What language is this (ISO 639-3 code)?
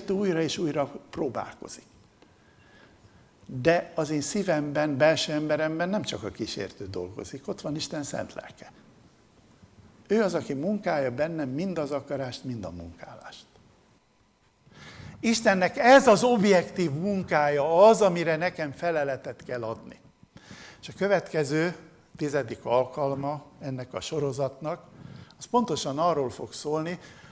hun